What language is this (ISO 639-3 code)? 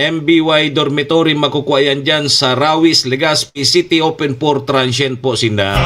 bik